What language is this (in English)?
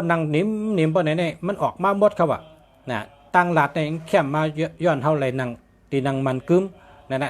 Shan